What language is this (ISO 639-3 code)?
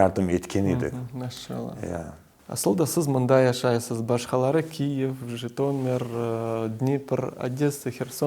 crh